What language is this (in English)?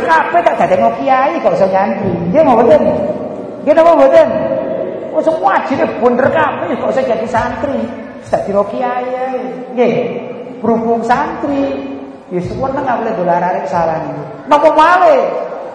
Javanese